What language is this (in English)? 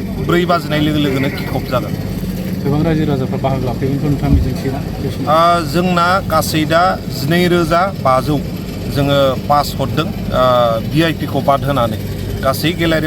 Bodo